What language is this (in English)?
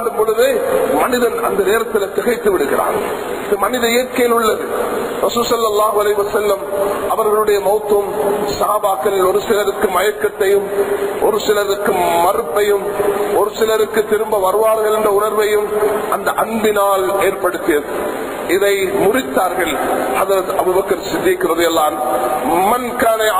Tamil